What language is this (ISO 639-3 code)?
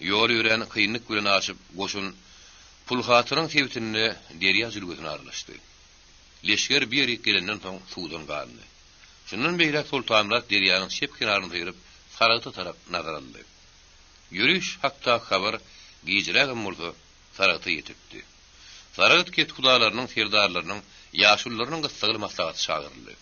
tuk